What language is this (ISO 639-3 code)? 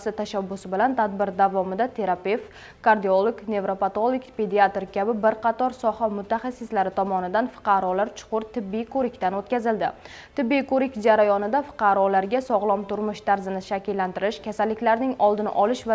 uzb